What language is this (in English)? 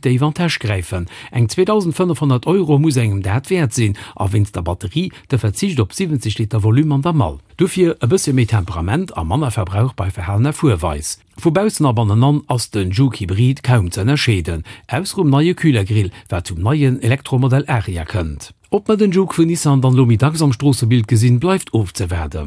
Luxembourgish